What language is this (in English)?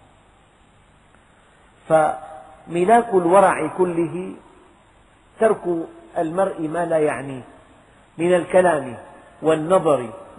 Arabic